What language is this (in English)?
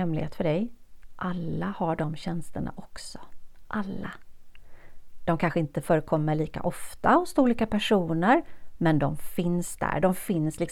Swedish